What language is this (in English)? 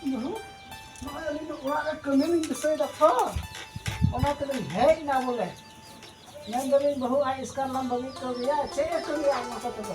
Santali